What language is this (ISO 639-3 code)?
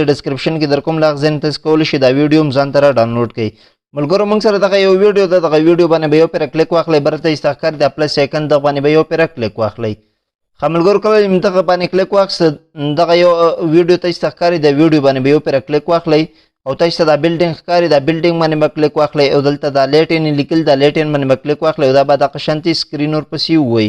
pus